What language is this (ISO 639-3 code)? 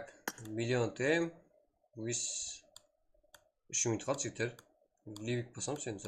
kaa